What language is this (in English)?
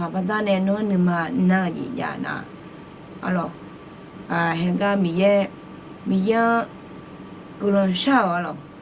Akha